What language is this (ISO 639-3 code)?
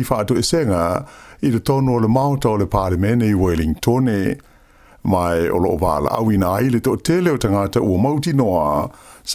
smo